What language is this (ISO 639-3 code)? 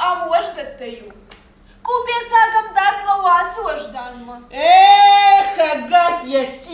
oss